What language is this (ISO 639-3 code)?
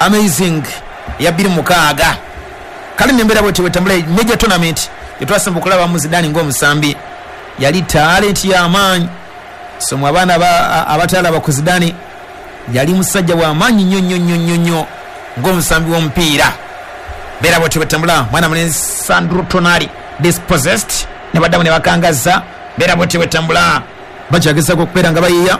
lug